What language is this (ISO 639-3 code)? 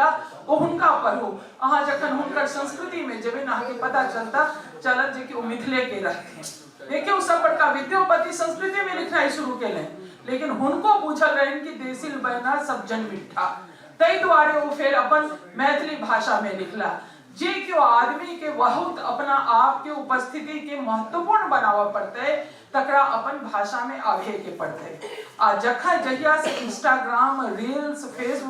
mai